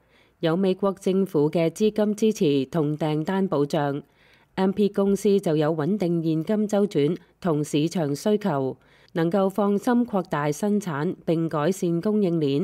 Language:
Cantonese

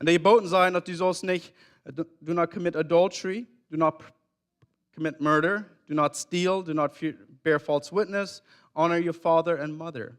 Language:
Plautdietsch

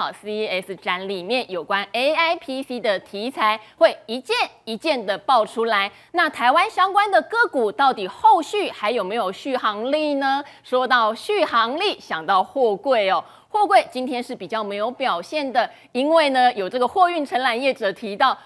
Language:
Chinese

